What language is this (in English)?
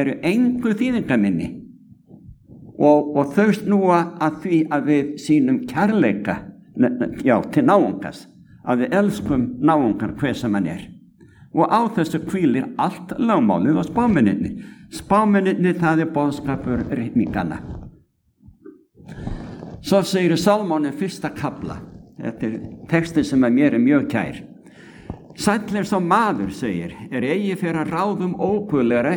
Icelandic